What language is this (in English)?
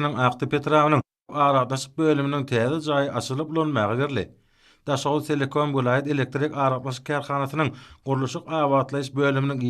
Turkmen